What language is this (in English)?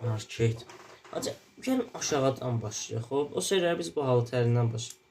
South Azerbaijani